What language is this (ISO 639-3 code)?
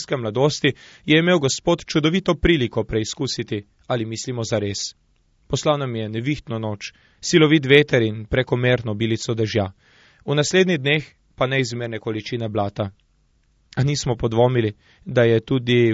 slv